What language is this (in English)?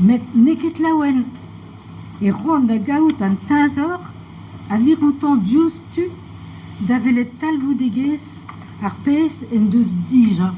Breton